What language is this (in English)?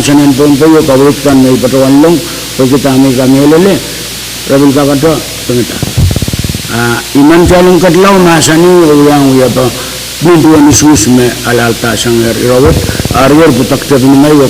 Pohnpeian